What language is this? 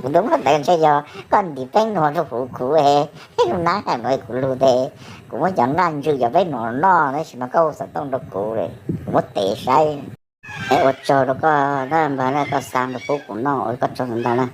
Hmong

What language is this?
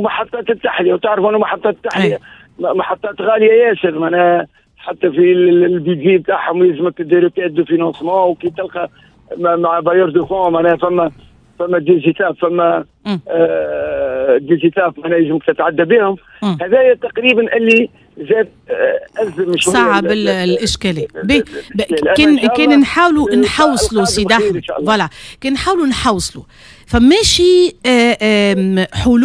Tunisian Arabic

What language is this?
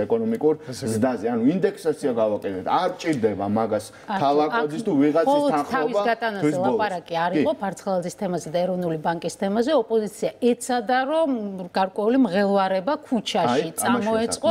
Georgian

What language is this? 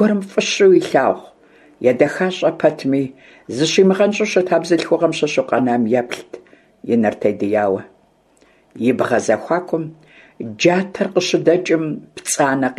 Kabardian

